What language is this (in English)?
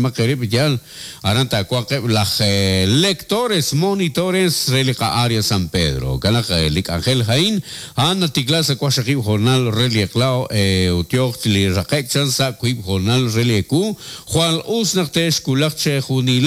Kekchí